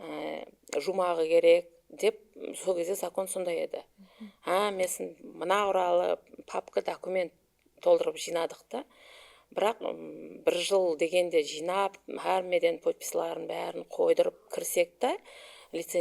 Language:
Kara-Kalpak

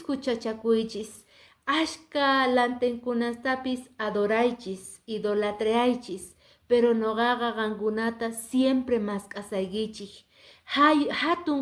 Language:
Quechua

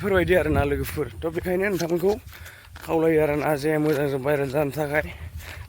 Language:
Bodo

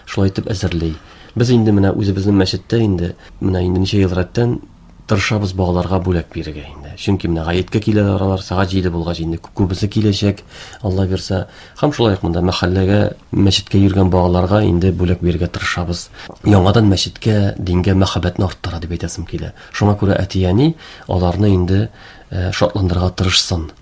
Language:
Tatar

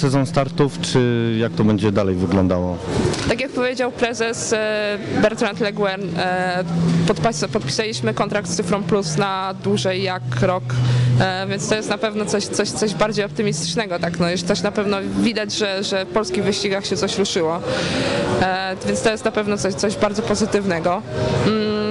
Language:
Polish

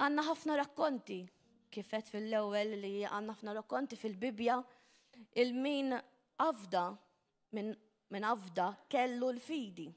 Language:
Maltese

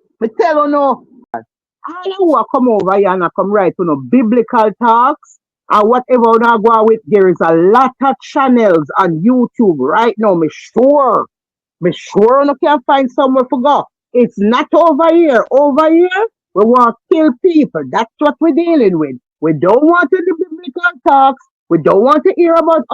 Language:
Jamaican Creole English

